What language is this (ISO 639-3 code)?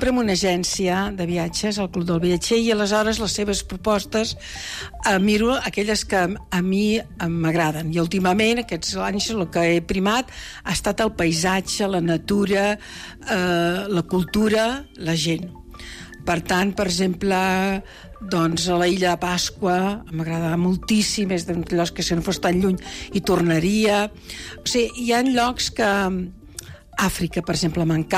cat